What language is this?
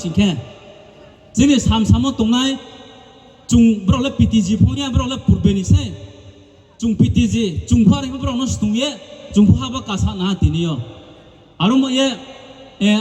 Riang (India)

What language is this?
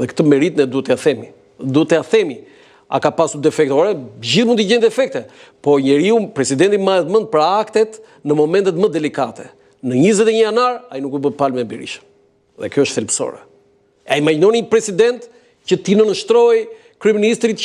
Albanian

